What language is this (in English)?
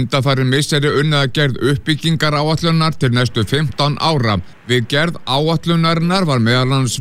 Icelandic